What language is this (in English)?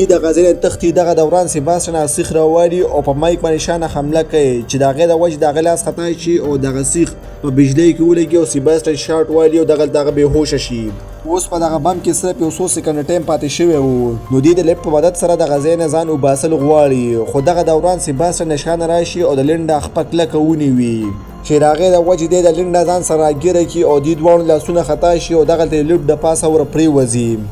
Pashto